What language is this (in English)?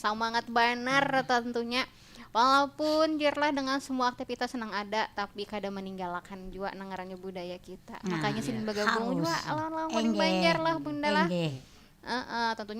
Banjar